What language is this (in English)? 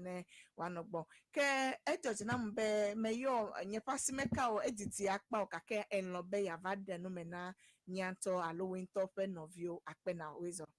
Ewe